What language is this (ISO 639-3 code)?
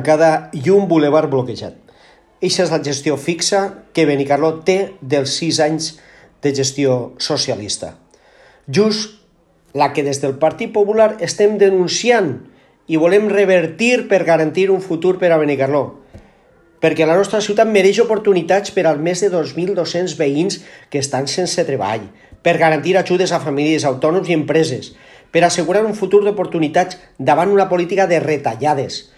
cat